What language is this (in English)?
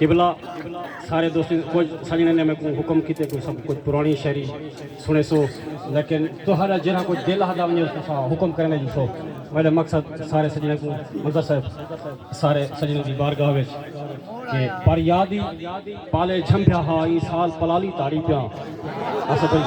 Saraiki